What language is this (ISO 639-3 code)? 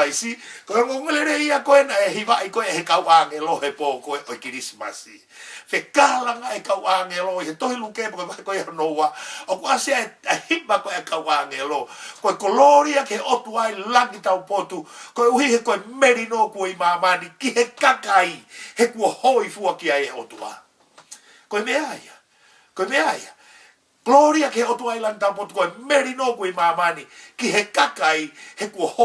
ton